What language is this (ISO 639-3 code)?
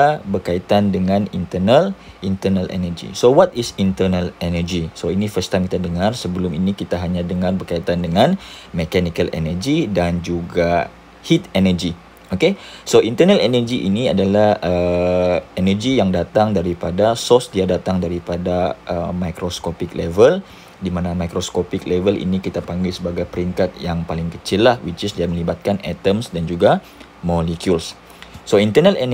msa